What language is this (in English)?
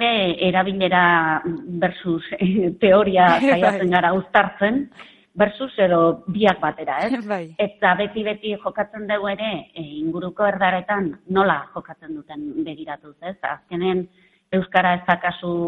Basque